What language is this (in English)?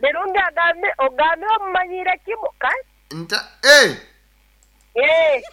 Nyankole